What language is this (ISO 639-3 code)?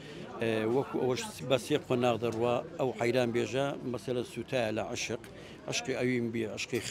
ckb